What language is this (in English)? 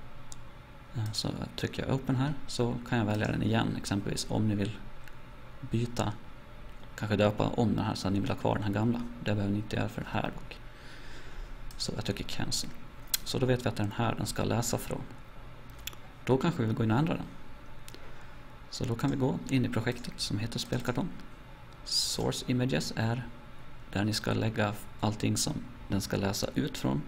Swedish